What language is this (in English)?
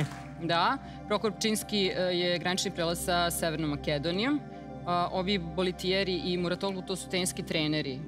Serbian